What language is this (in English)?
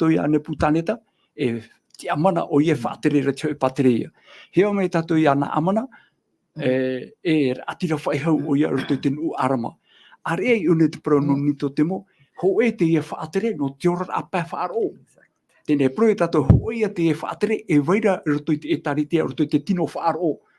Tahitian